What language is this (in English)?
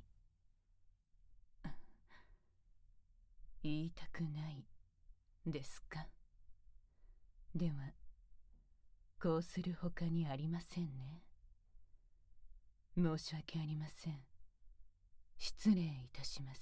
Japanese